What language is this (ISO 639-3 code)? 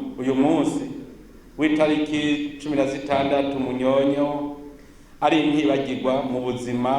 run